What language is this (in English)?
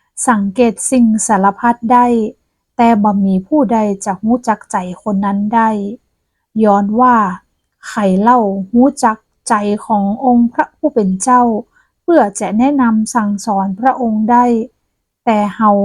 Northern Thai